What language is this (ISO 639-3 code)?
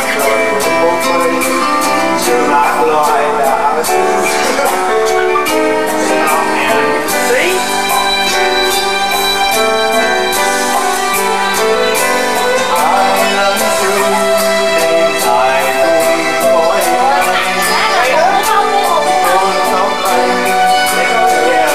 vie